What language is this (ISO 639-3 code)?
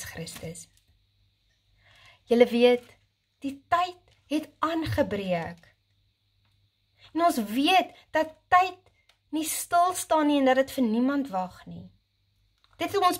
afr